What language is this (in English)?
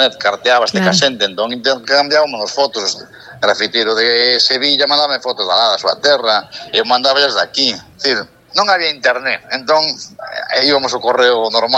Galician